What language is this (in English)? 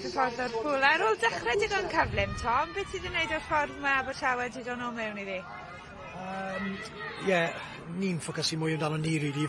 Welsh